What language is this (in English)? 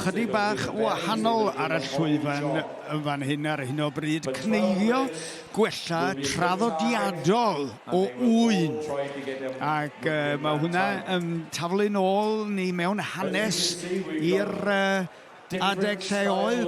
Welsh